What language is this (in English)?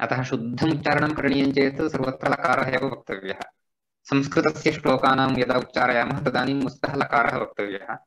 Sanskrit